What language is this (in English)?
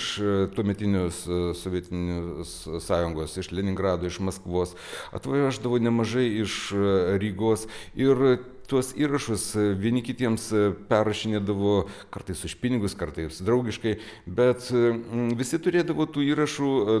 Lithuanian